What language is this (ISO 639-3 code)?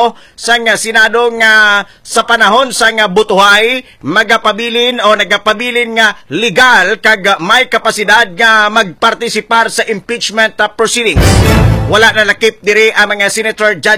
hil